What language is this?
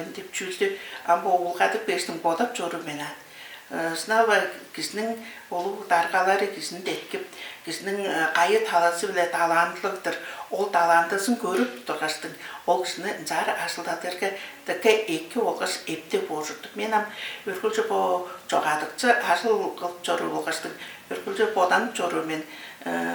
Tuvinian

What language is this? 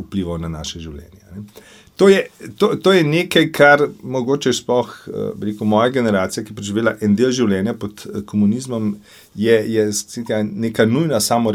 Slovenian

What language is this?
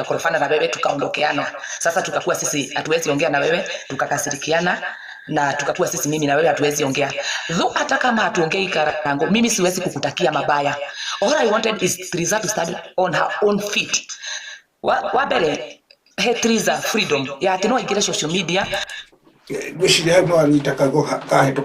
Kikuyu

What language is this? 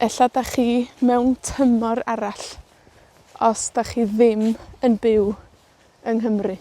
Welsh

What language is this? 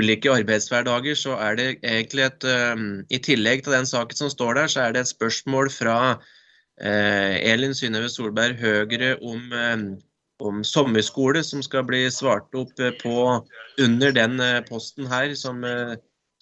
Norwegian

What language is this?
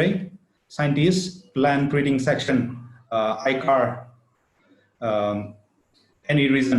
Tangkhul Naga (India)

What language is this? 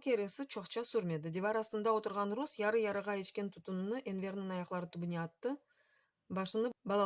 Crimean Tatar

